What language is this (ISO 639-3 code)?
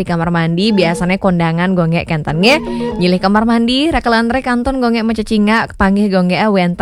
ban